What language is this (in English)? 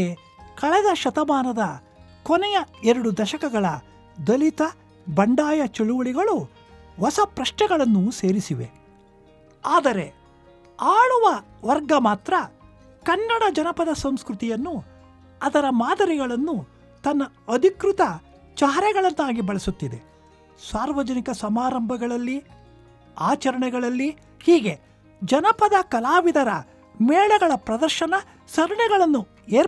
Kannada